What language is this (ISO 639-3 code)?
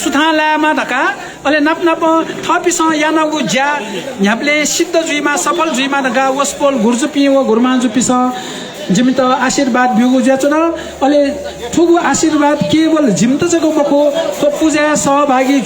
new